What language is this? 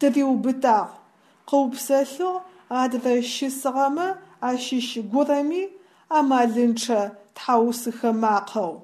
Adyghe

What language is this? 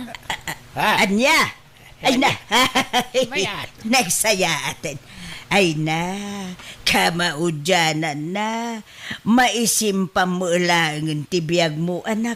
Iloko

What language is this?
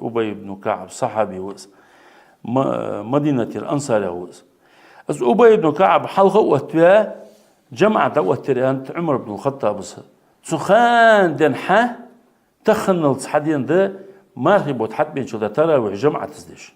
Ingush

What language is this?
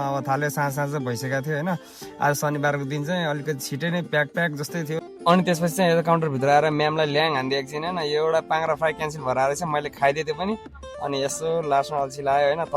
Nepali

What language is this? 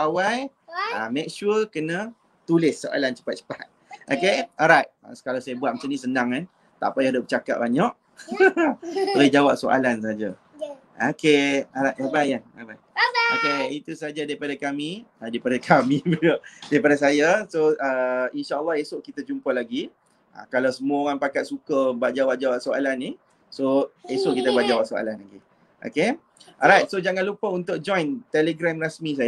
Malay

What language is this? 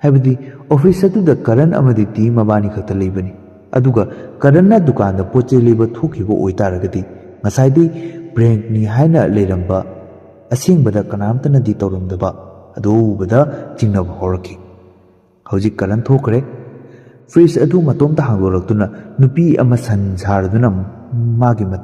Manipuri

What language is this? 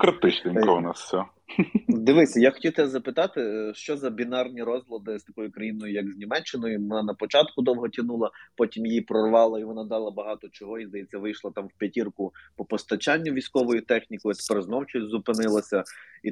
Ukrainian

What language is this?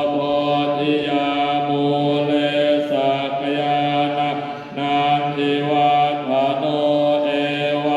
Pali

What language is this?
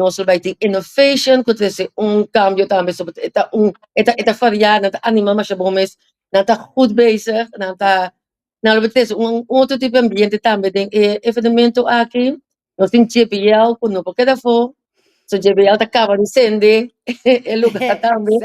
Papiamento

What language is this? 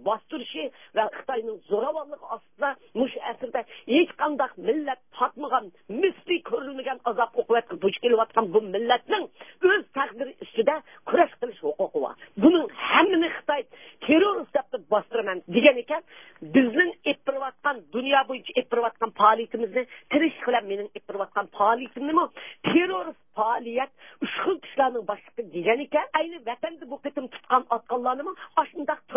Uyghur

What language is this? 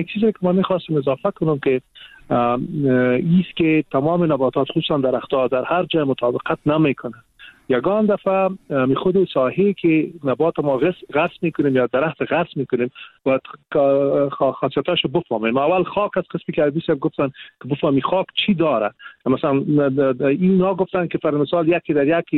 Persian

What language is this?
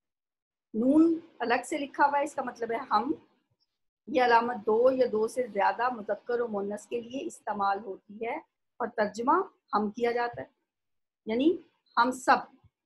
Urdu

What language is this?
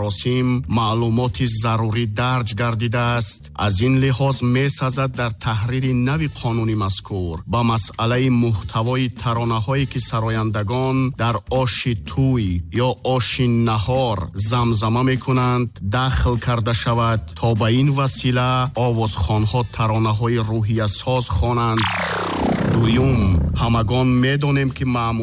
Tajik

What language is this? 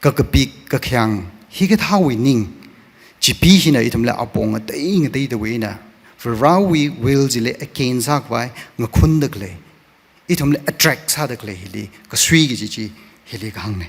Tangkhul Naga (India)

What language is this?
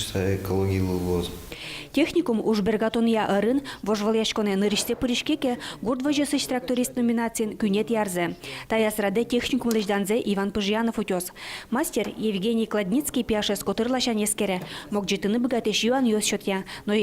Udmurt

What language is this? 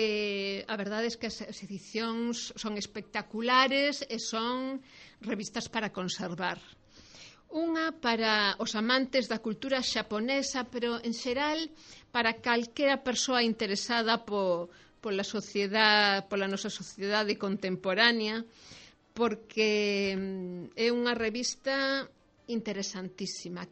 Galician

